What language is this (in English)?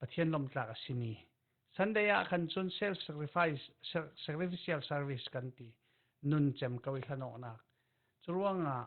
Falam Chin